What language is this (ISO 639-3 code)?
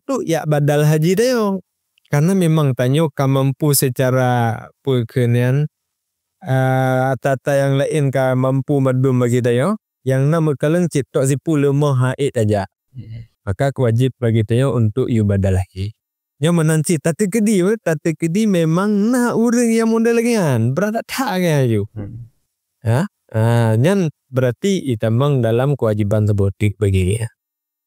ace